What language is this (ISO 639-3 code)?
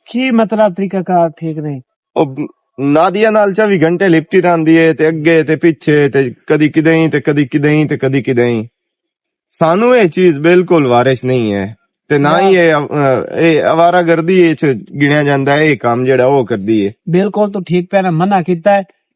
lah